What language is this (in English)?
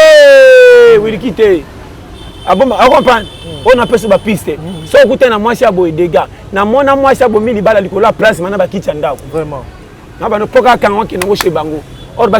Lingala